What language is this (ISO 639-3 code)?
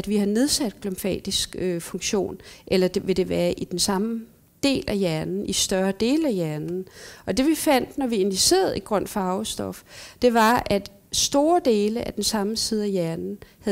dan